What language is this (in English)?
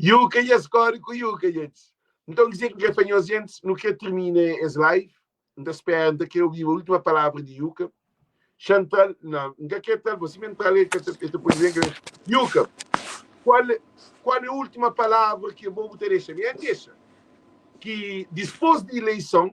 Kabuverdianu